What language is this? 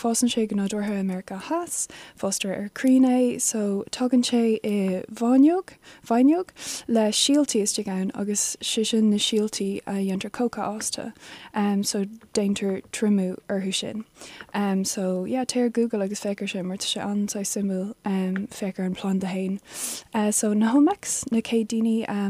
Irish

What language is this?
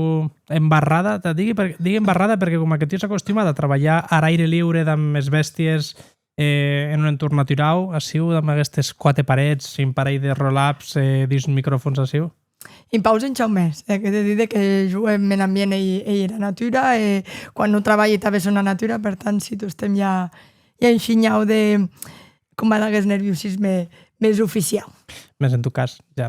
Occitan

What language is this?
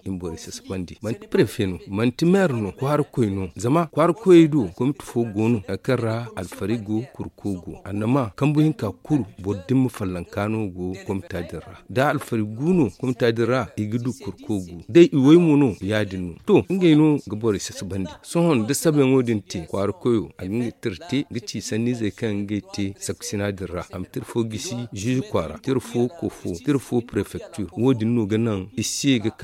Zarma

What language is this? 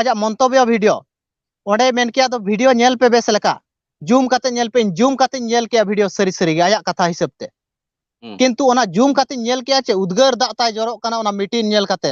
Santali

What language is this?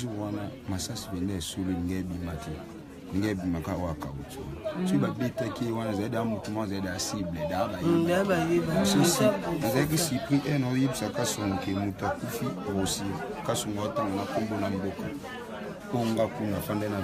Lingala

